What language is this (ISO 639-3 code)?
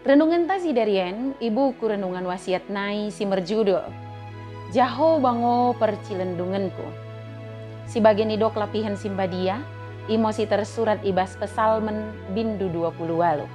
btd